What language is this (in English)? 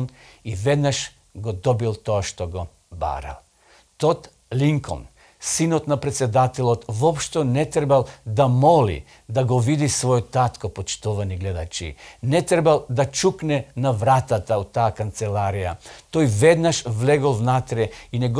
Macedonian